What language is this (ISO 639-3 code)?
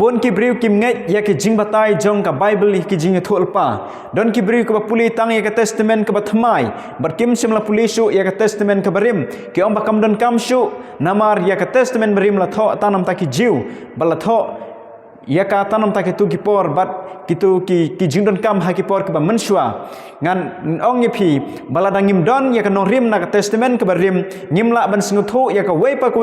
kha